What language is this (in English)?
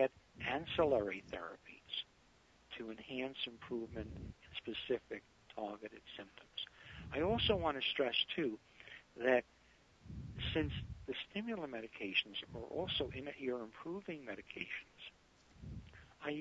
English